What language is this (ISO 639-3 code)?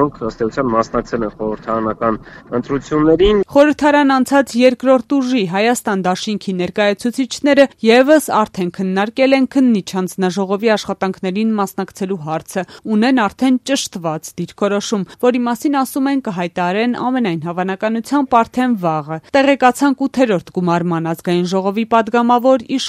hye